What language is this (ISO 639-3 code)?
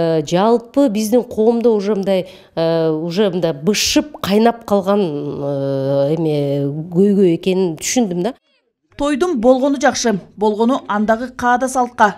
kir